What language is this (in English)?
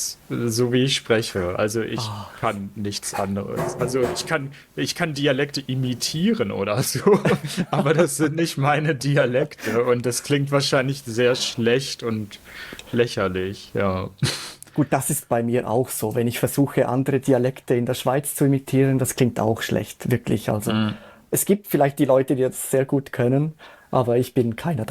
Swiss German